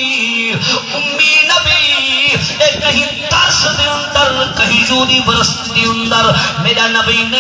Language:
Saraiki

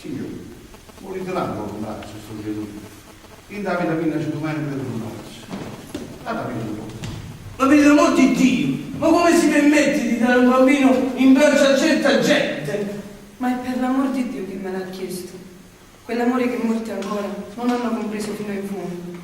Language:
Neapolitan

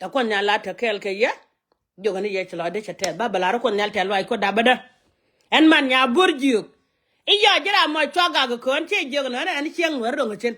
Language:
Nuer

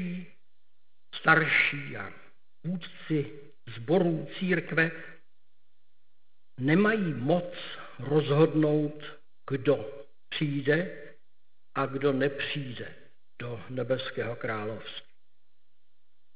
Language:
Czech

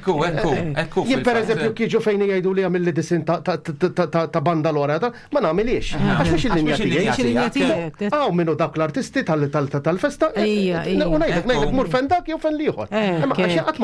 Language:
Maltese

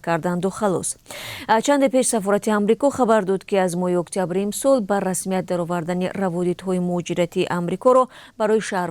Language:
Tajik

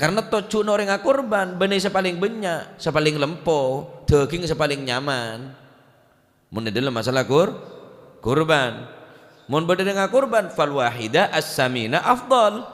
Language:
Madurese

